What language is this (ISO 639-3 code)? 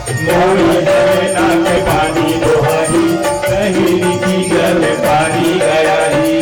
hne